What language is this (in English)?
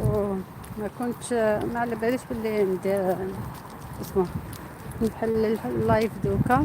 Algerian Arabic